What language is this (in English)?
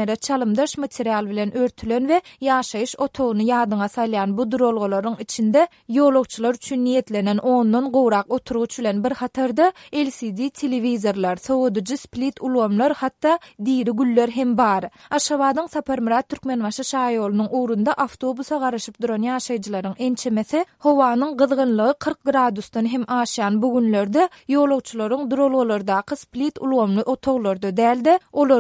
Turkmen